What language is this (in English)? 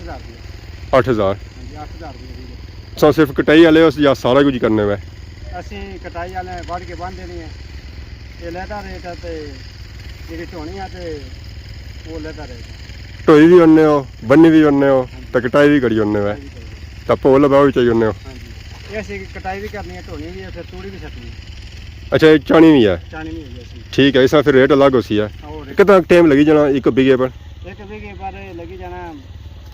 Pahari-Potwari